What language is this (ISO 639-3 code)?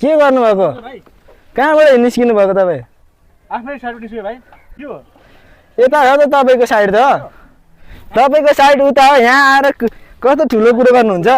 nep